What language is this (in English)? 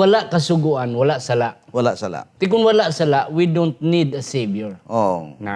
Hiligaynon